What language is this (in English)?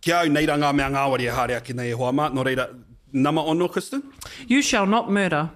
Māori